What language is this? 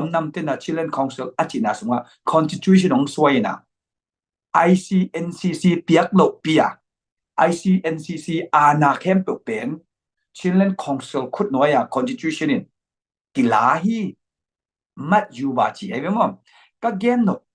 Tedim Chin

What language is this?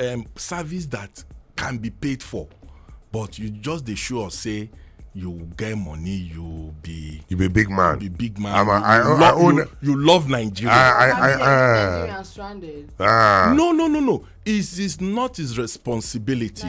Nigerian Pidgin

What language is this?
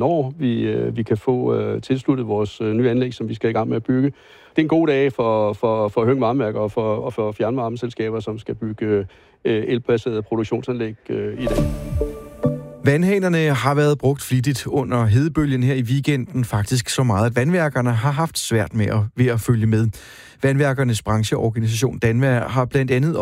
Danish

